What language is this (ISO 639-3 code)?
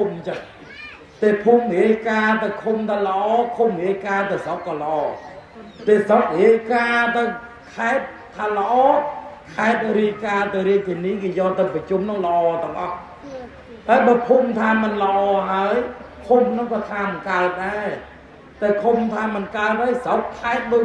khm